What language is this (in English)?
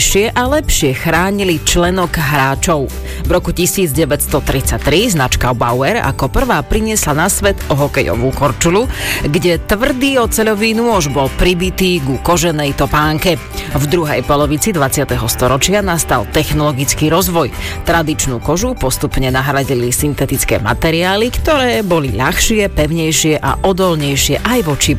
Slovak